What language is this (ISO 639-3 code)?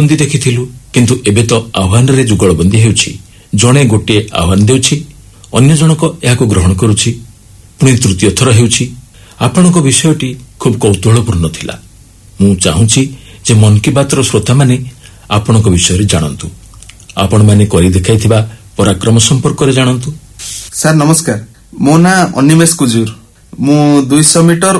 ori